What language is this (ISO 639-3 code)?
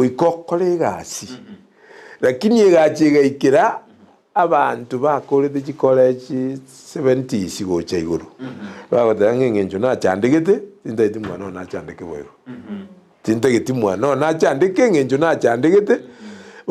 guz